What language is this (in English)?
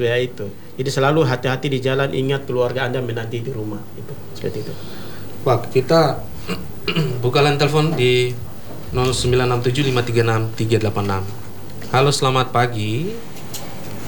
Indonesian